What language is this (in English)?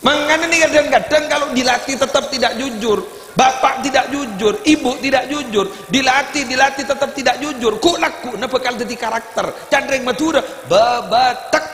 Madurese